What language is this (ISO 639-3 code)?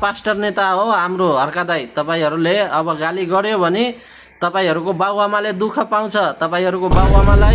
nep